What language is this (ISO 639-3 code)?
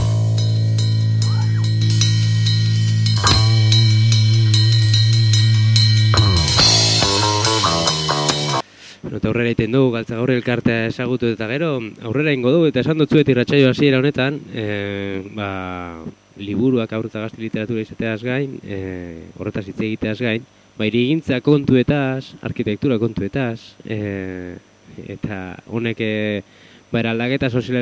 eus